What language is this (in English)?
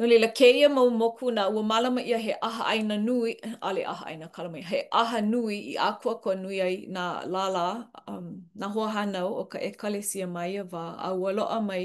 Hawaiian